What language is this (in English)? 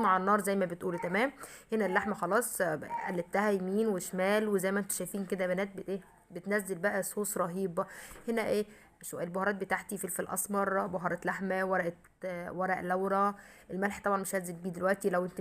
Egyptian Arabic